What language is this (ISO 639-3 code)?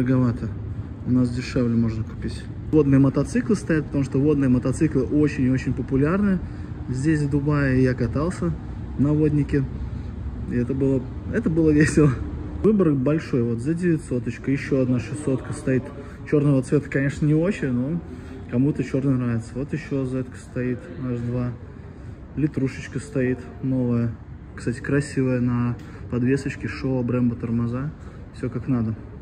rus